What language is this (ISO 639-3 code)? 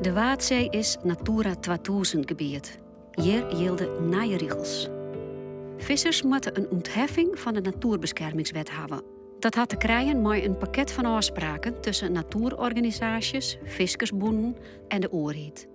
fry